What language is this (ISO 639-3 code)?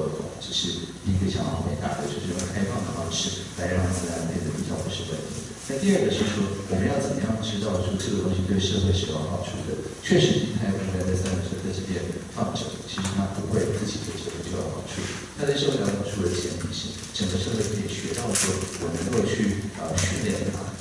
zho